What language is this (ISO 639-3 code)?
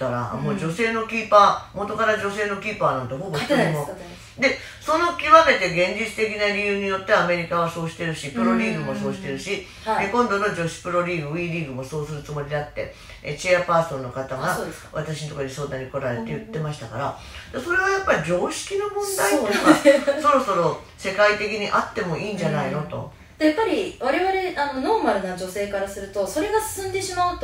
jpn